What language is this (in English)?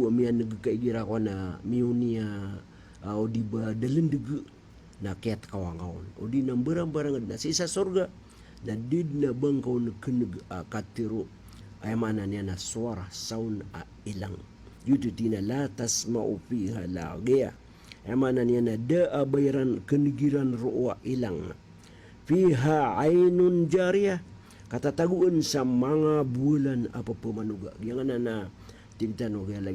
Maranao